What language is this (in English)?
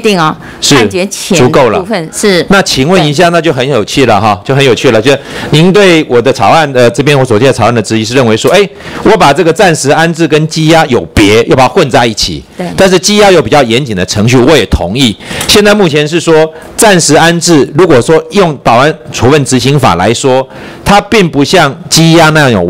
Chinese